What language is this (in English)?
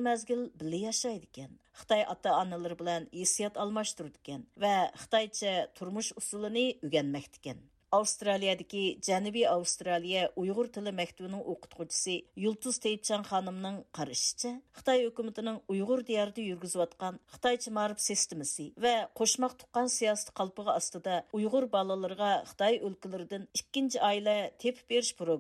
Uyghur